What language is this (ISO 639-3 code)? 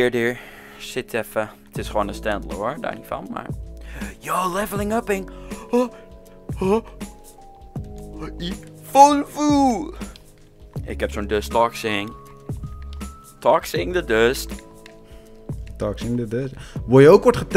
nld